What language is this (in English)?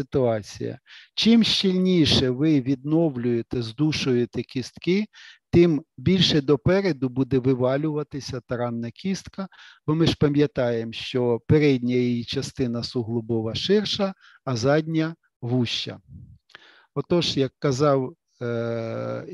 Ukrainian